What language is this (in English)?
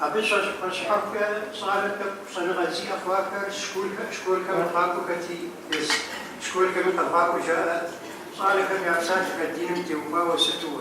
Kabardian